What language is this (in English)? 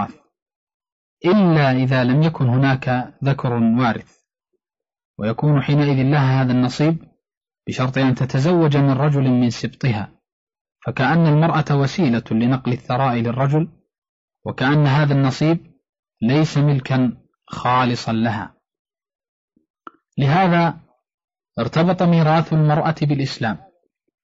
Arabic